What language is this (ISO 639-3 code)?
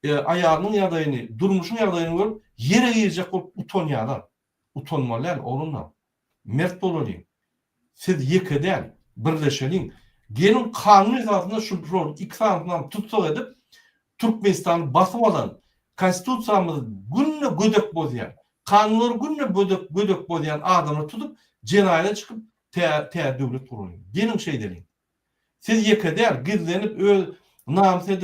tuk